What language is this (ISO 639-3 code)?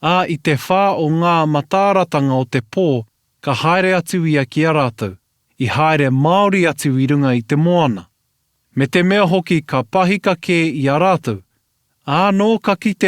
mri